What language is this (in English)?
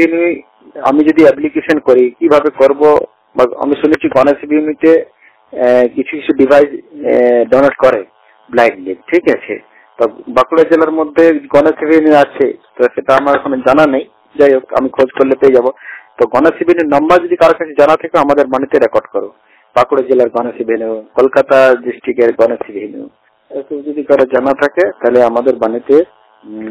Bangla